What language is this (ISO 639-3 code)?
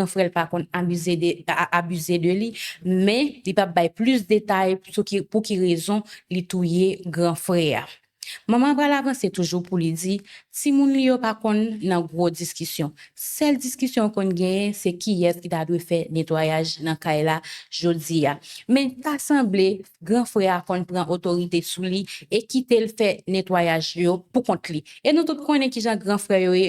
hat